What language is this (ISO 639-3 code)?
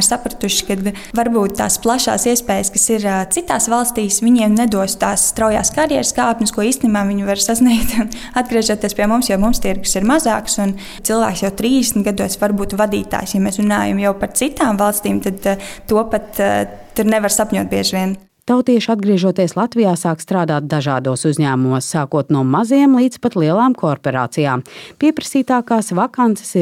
lav